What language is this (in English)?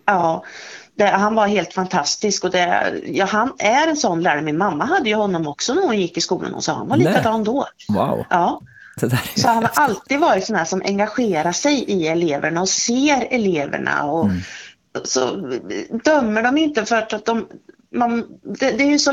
Swedish